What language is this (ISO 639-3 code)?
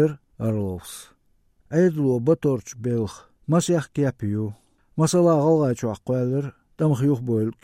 che